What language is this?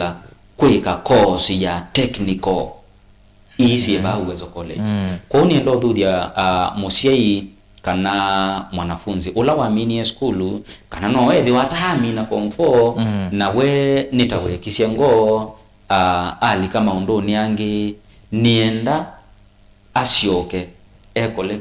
Kamba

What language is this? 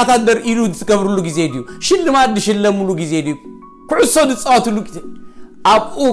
Tigrinya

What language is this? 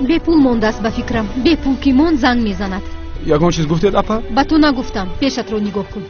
Tajik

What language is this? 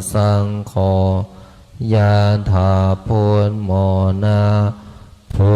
Pali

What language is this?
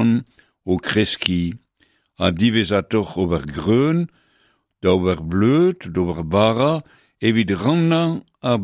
Breton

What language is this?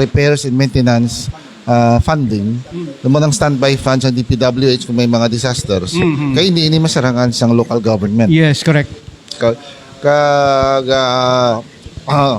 Hiligaynon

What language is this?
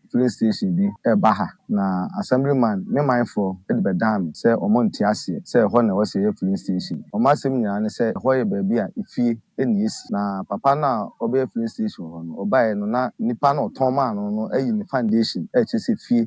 Akan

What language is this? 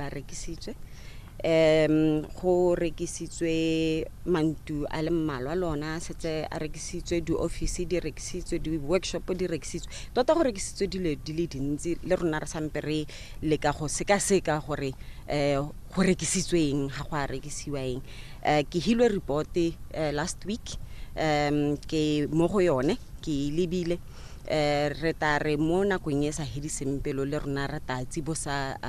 Tswana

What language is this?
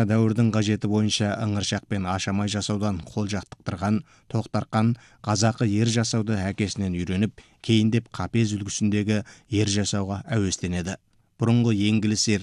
Kazakh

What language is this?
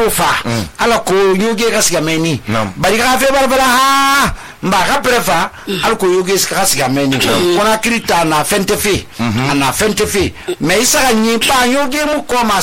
Susu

